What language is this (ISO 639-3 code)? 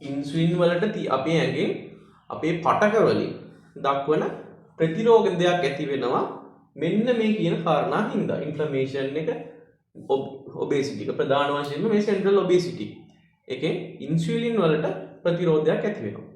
sin